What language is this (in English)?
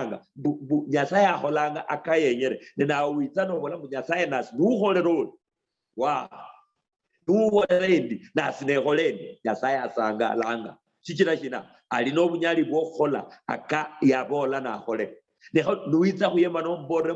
Luyia